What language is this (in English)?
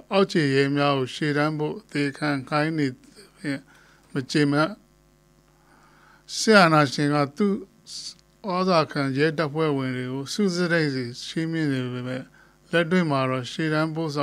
Burmese